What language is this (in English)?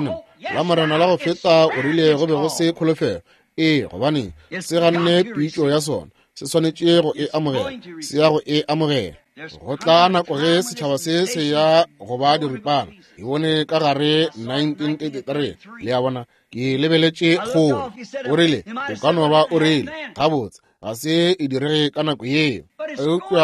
Northern Sotho